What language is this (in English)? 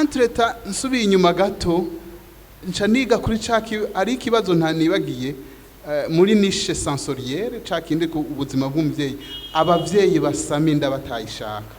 Rundi